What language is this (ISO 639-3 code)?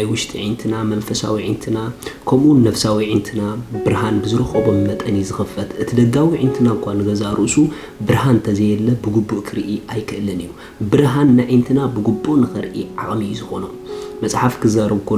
tir